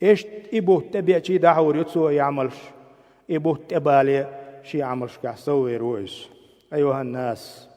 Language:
Chechen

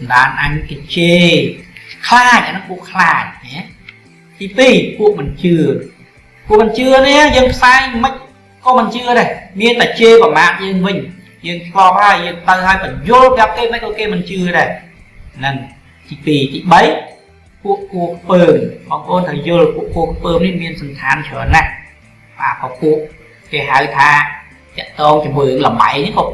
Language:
Khmer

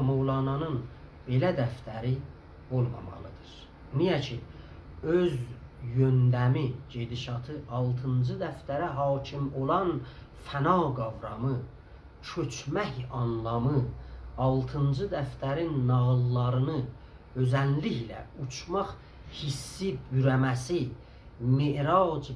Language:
South Azerbaijani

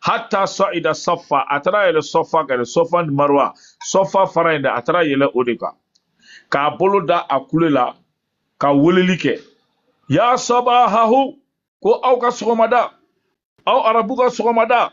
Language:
Bambara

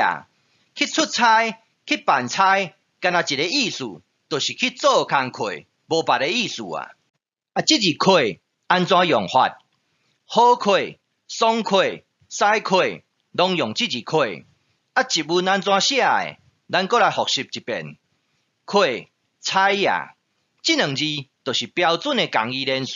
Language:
Min Nan Chinese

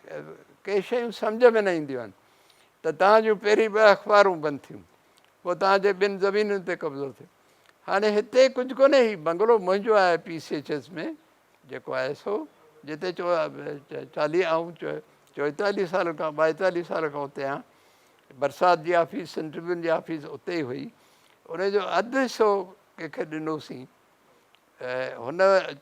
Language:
Sindhi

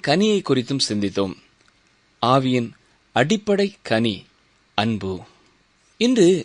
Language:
Tamil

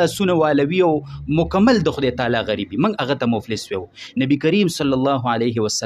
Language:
Pashto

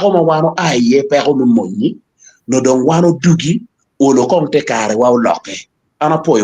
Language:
Acoli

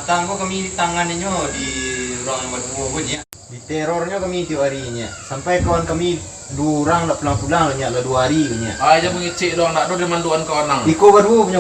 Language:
Minangkabau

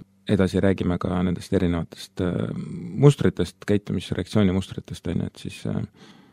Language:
Estonian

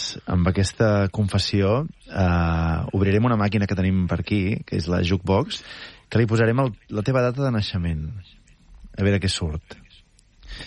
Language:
Catalan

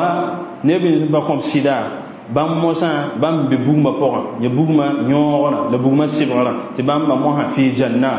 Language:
Mossi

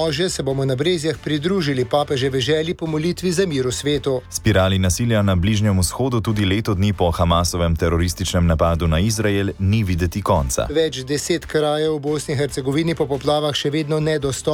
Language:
Slovenian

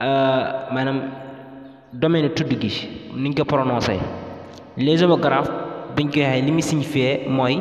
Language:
Wolof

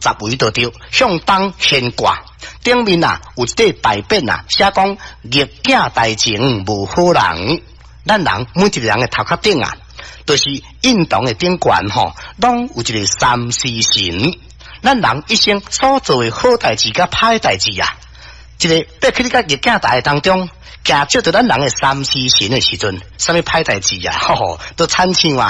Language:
Min Nan Chinese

